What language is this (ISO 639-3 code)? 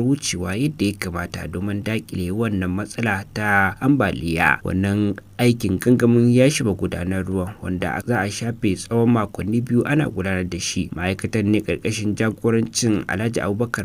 hau